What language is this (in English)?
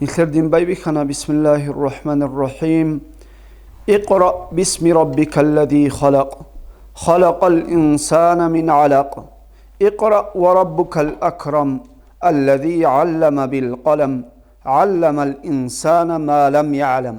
Avaric